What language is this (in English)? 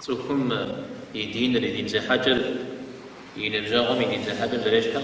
Kabardian